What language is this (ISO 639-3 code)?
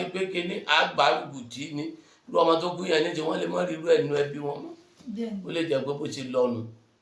yor